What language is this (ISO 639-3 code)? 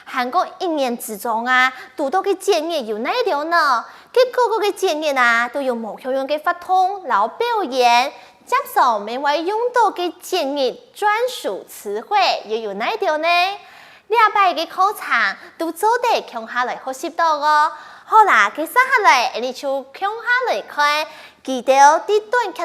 hak